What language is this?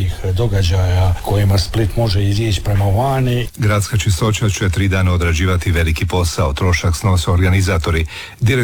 Croatian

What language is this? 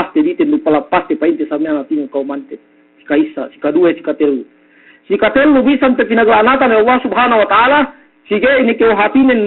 Yakan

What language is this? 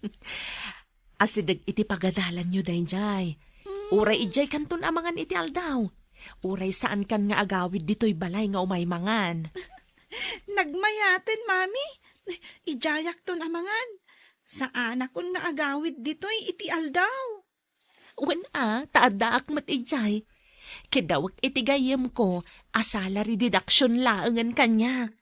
Iloko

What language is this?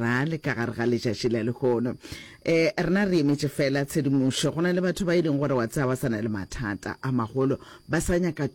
Northern Sotho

